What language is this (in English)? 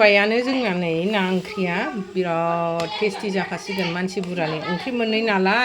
Bodo